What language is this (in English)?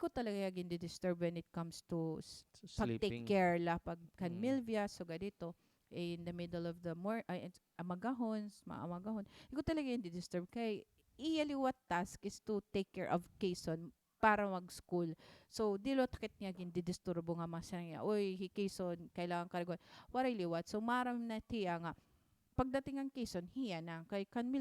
Waray